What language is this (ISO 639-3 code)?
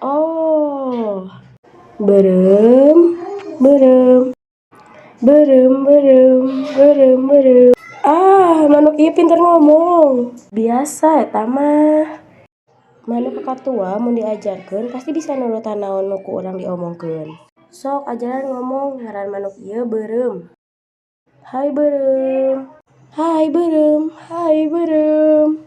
sun